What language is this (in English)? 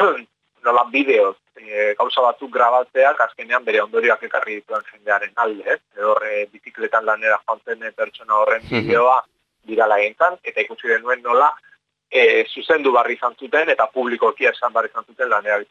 Basque